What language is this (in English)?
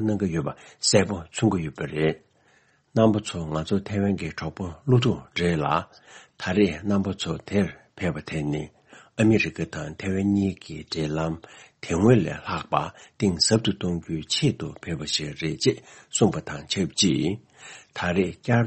Tibetan